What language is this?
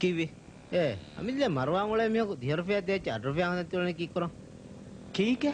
Divehi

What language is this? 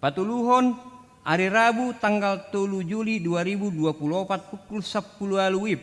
Batak Toba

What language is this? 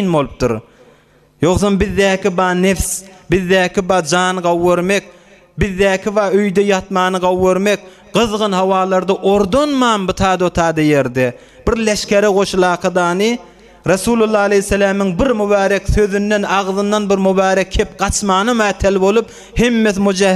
Turkmen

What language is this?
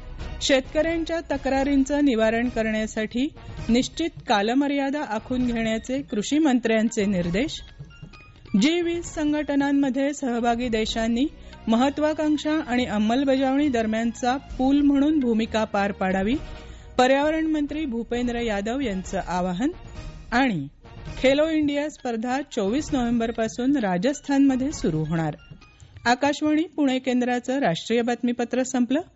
Marathi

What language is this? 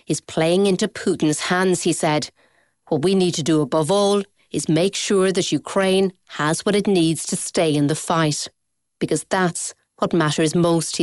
English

